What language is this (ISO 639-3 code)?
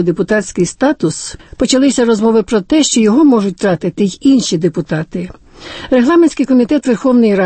ukr